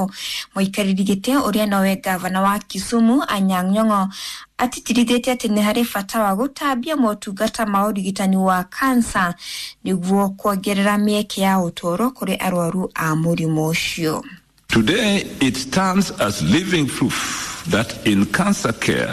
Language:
Kikuyu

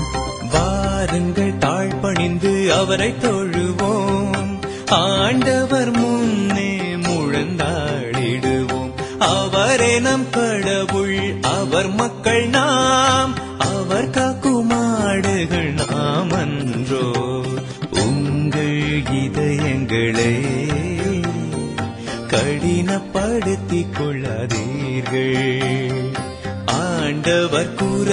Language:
Tamil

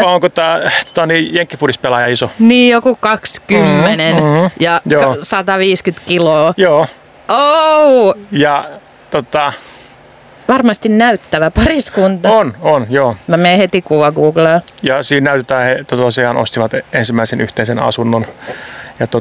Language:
Finnish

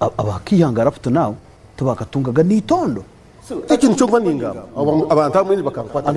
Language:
Nyankole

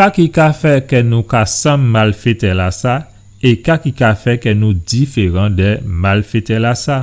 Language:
Guadeloupean Creole French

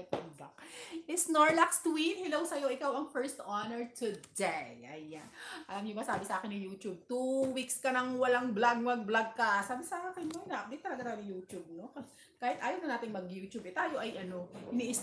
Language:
Filipino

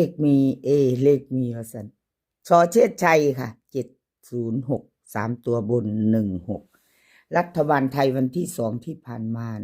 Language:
Northeastern Thai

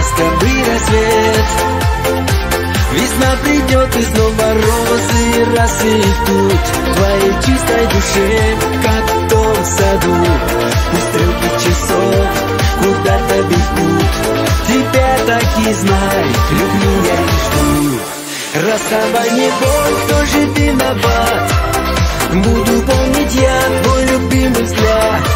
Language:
Russian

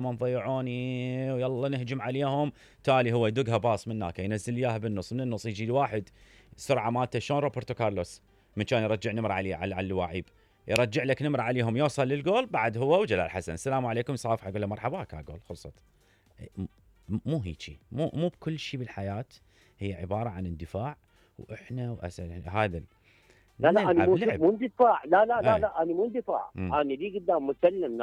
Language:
Mesopotamian Arabic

